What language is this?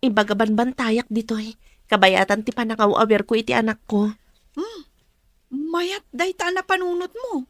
Iloko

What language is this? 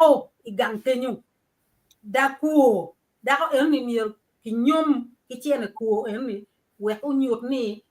Acoli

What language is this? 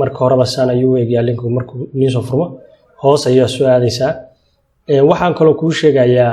Somali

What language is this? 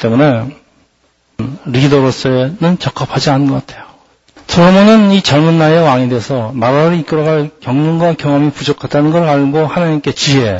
Korean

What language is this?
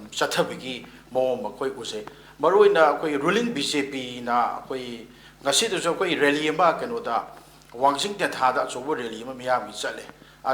Manipuri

